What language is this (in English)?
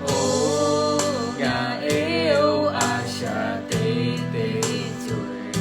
Lahu